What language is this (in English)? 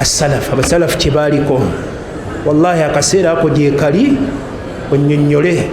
Ganda